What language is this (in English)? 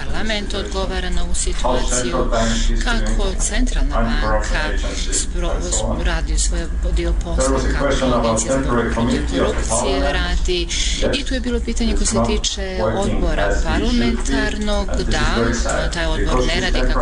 Serbian